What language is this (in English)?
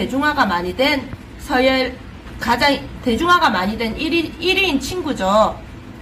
Korean